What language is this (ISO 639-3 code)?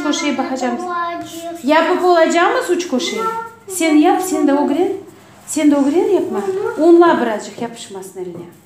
crh